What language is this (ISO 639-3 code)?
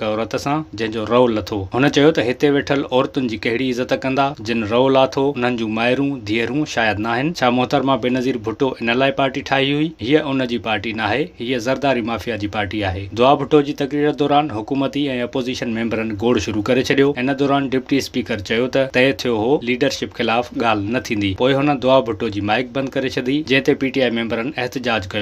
snd